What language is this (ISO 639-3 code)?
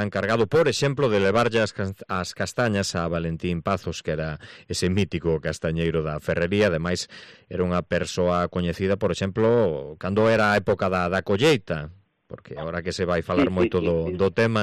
glg